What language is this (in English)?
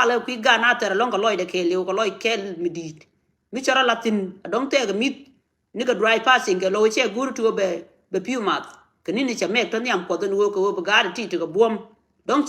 Nuer